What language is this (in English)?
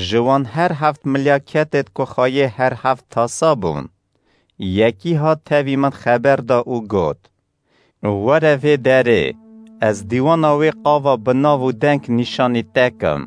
Kurdish